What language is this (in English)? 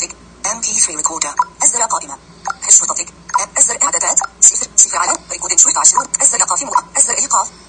Najdi Arabic